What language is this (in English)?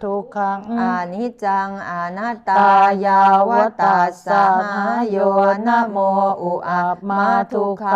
Pali